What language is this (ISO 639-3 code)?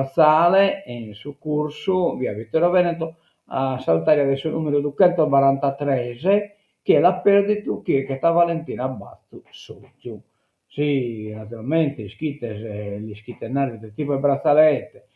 srd